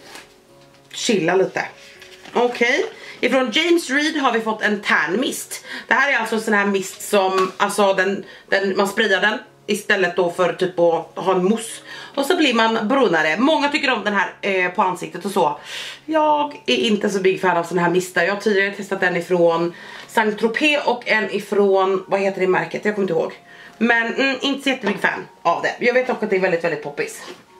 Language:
Swedish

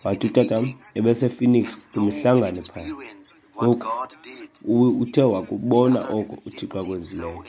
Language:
Xhosa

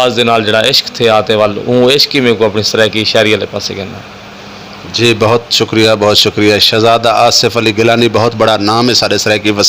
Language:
Saraiki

